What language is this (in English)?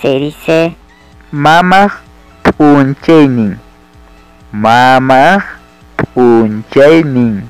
Ayacucho Quechua